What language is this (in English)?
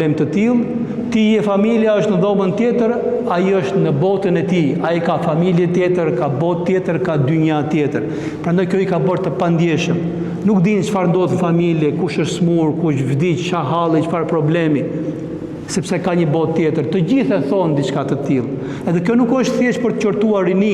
Albanian